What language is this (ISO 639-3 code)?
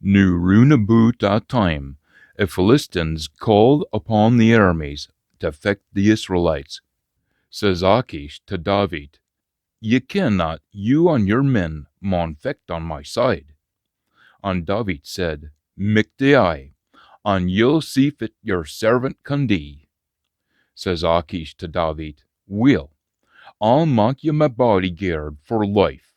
sco